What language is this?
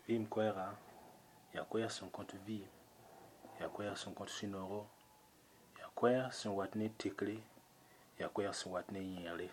Mossi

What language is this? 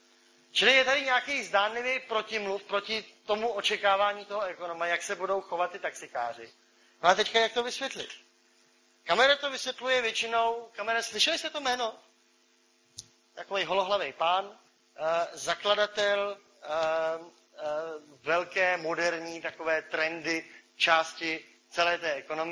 Czech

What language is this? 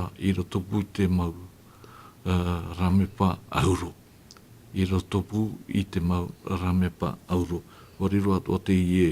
Tahitian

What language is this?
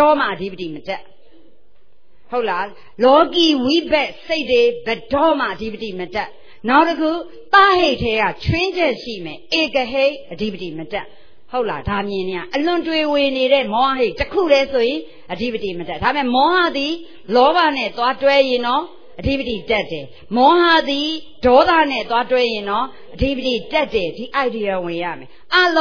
Burmese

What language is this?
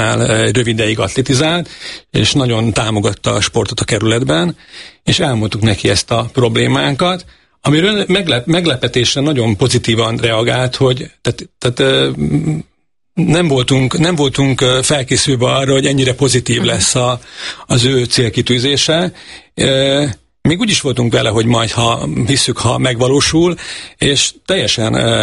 Hungarian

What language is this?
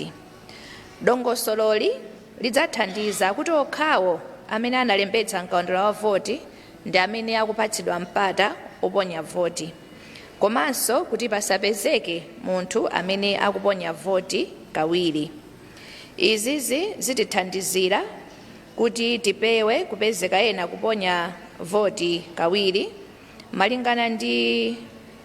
Nyanja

